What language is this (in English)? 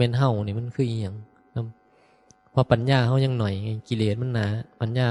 Northeastern Thai